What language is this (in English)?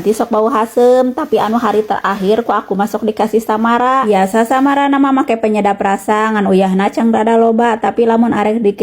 Sundanese